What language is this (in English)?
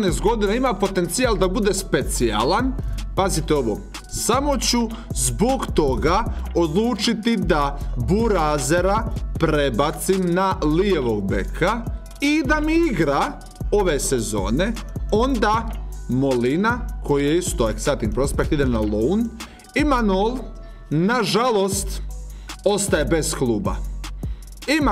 Croatian